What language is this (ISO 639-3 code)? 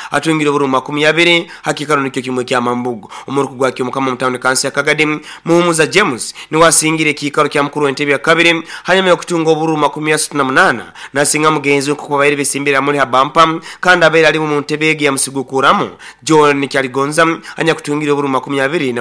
nyo